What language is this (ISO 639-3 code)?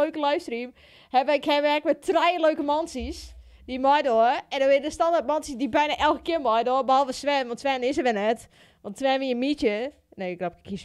fry